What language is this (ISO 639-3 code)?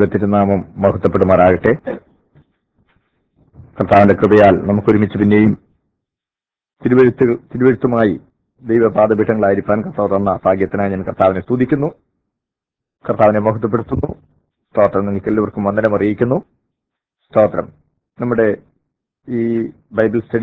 mal